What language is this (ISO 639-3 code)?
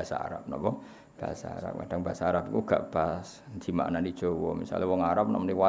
jav